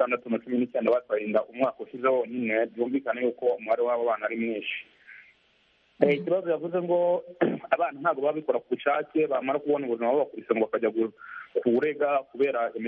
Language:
Kinyarwanda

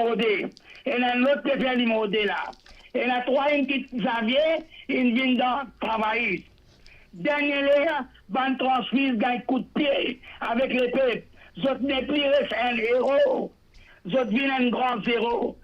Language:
Morisyen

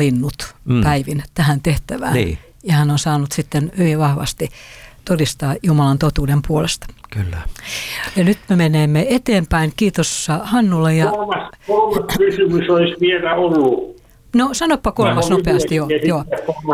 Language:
Finnish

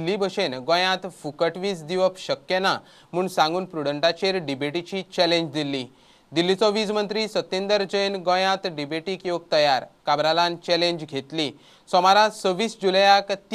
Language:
Konkani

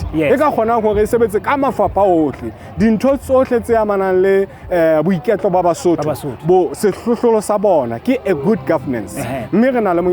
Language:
Southern Sotho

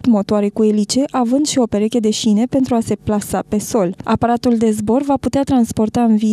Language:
Romanian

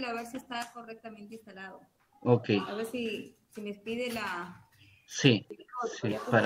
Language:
Spanish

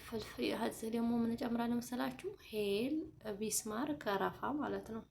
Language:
Amharic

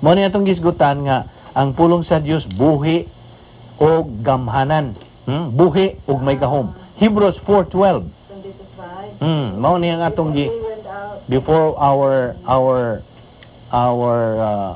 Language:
Cebuano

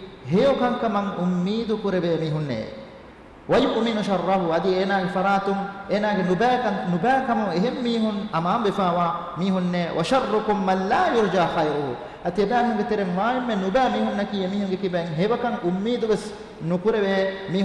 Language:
Divehi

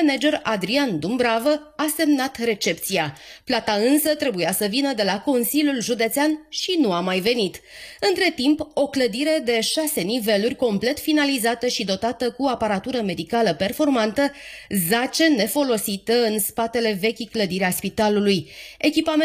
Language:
Romanian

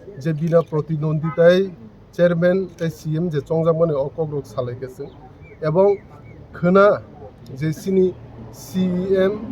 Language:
Kok Borok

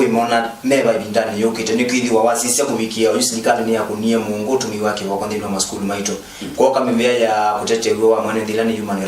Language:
Kamba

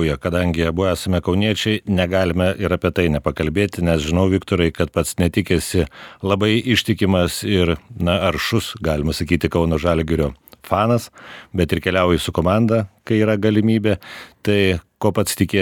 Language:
Lithuanian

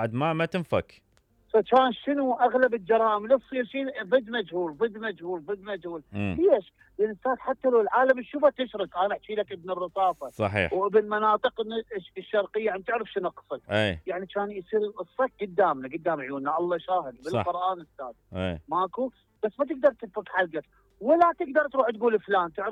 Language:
Mesopotamian Arabic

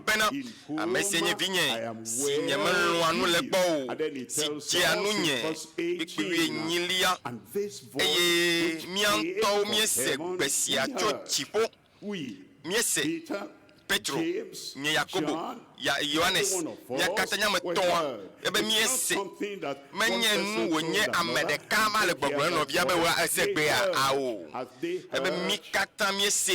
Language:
Ewe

